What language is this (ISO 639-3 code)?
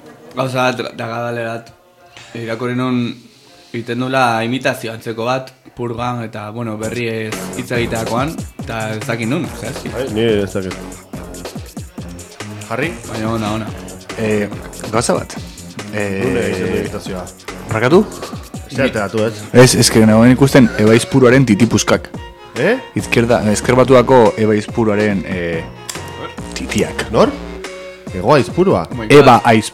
eus